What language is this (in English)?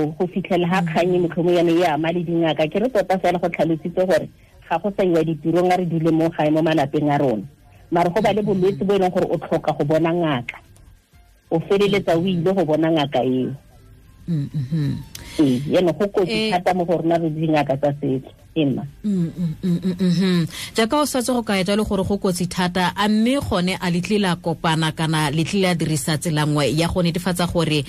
Tswana